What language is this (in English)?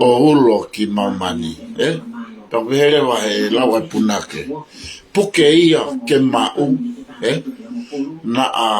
Tongan